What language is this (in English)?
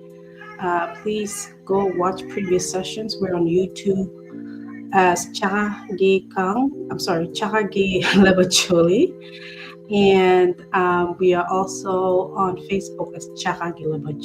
Acoli